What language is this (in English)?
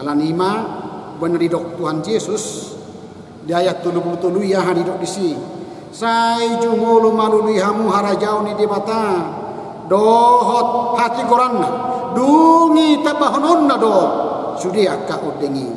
Batak Toba